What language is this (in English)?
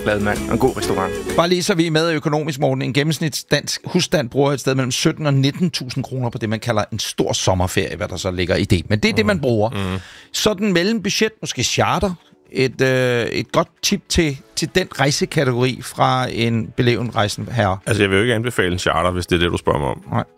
Danish